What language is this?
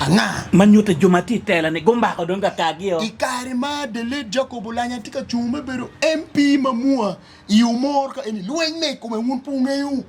Acoli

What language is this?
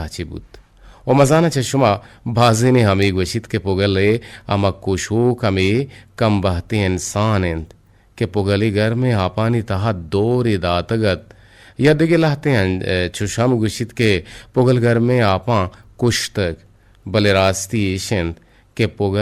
Eastern Balochi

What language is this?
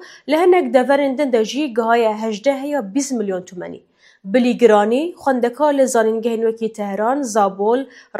Kurdish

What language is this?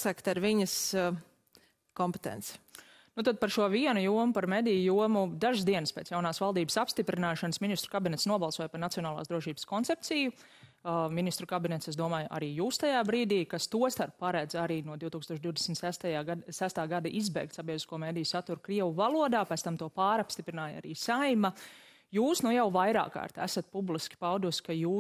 Latvian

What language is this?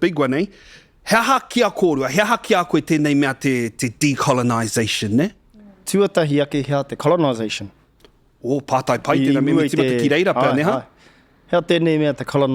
Māori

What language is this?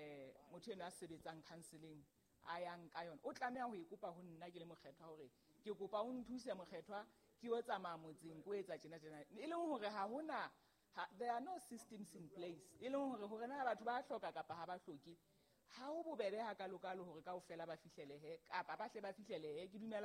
Southern Sotho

